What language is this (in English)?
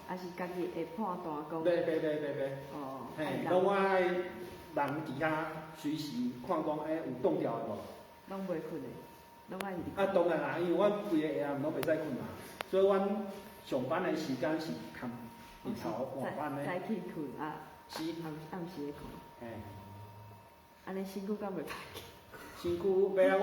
Min Nan Chinese